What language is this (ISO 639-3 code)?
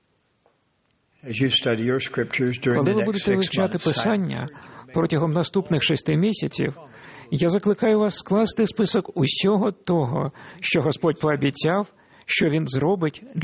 ukr